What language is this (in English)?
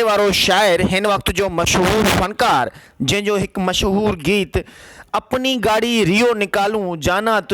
Sindhi